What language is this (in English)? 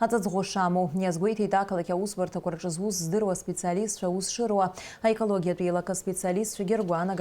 Abkhazian